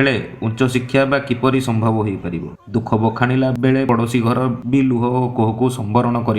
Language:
Odia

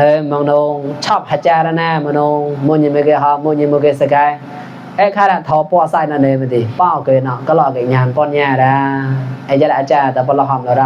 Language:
Mon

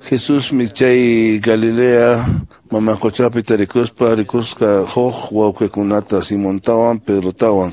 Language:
Quechua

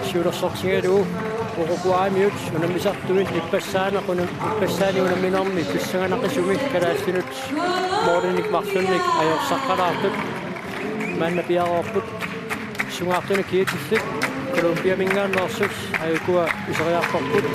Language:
Kalaallisut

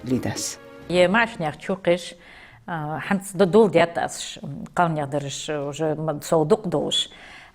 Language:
Ingush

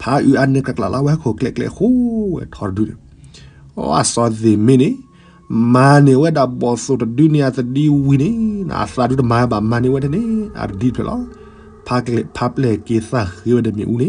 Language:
S'gaw Karen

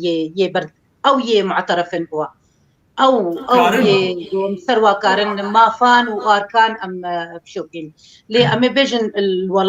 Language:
Kurdish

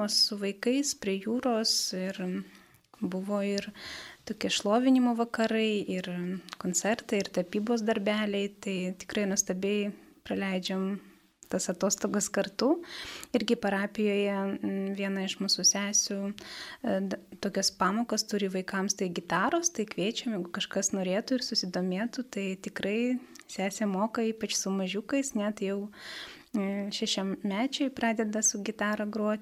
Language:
Lithuanian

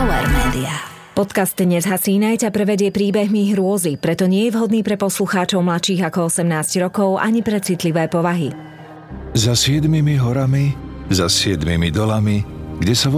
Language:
Slovak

